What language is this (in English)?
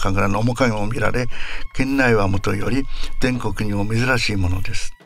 Japanese